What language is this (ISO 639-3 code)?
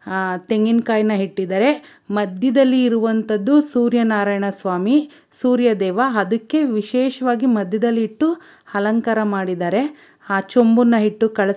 kan